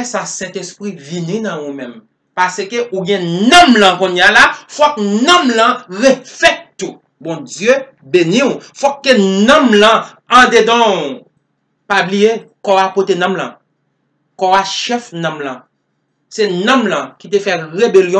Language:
Haitian Creole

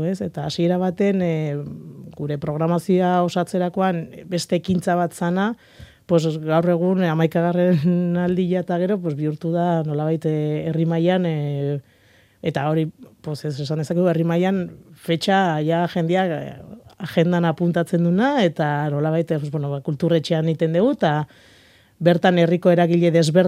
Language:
Basque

